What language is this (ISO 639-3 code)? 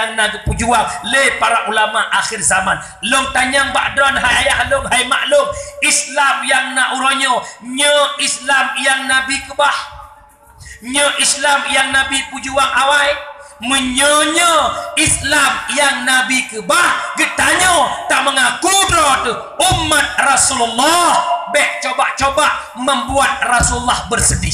ace